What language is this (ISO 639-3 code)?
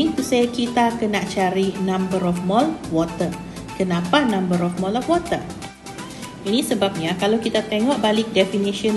msa